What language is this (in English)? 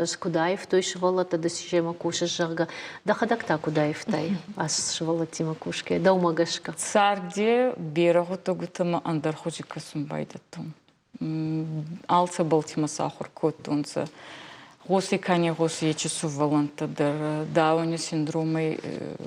Ossetic